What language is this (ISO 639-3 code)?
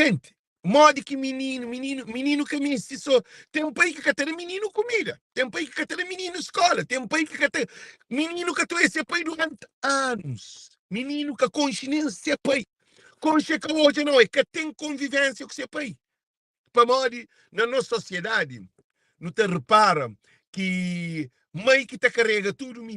kea